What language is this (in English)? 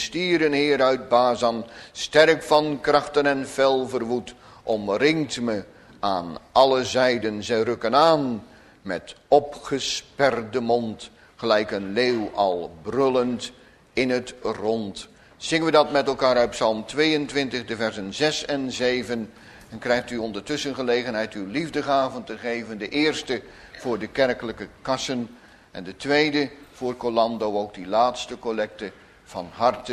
Dutch